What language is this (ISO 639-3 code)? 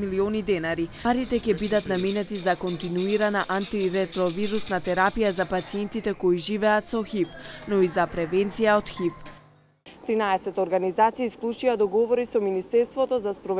mkd